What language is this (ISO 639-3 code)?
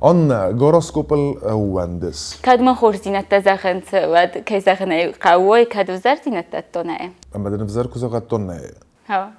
oss